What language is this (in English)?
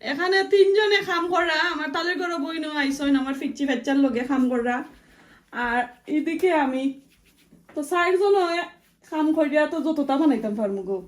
Sylheti